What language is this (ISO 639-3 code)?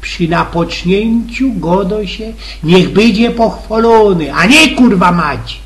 szl